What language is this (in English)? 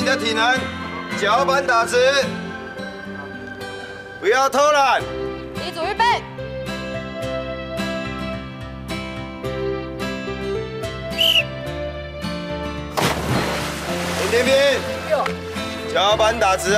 Min Nan Chinese